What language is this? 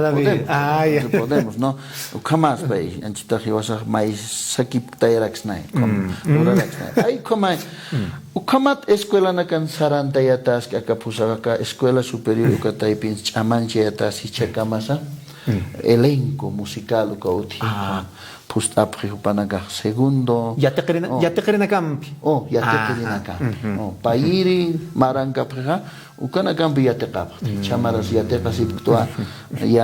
Aymara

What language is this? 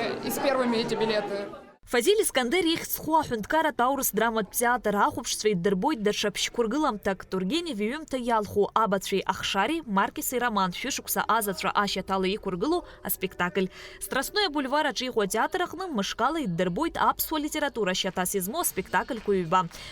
Abkhazian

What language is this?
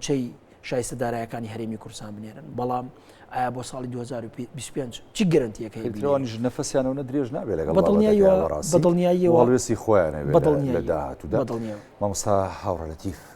Central Kurdish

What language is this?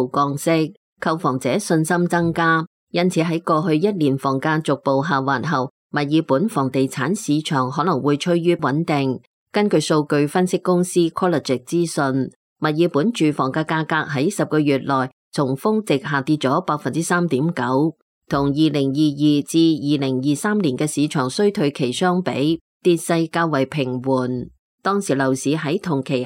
Cantonese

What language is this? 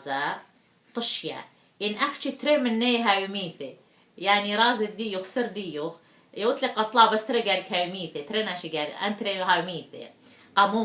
Assyrian Neo-Aramaic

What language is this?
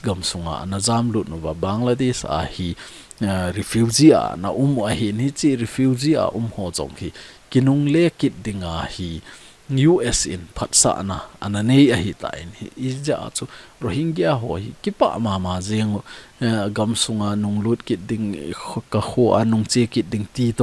Thado Chin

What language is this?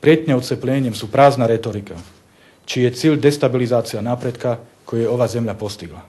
Bosnian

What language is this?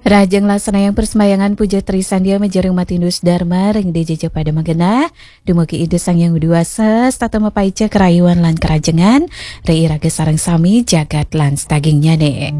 Balinese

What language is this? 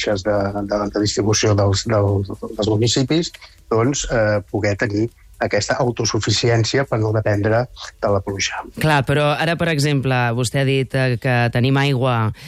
Catalan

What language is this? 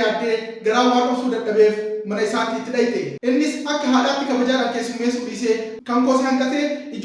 Oromo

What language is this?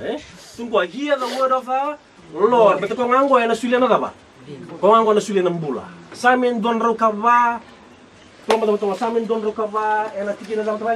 Fijian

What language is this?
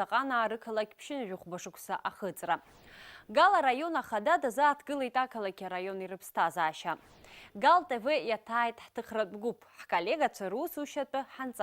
Abkhazian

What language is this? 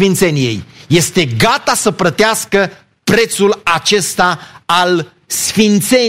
Romanian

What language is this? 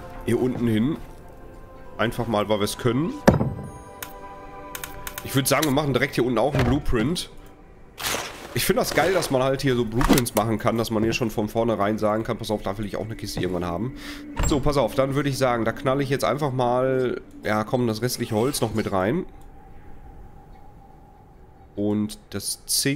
German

